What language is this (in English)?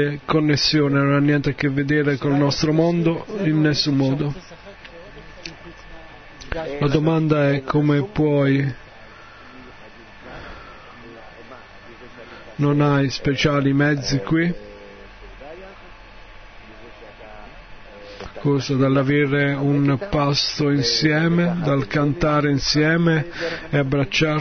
Italian